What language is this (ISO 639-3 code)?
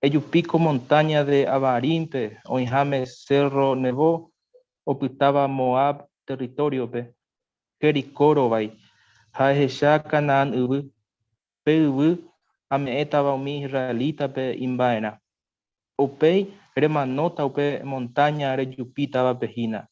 grn